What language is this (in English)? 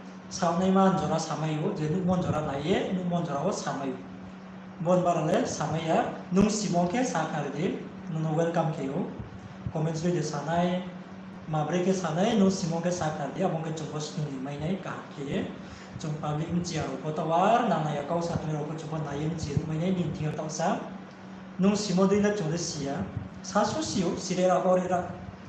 Riang (India)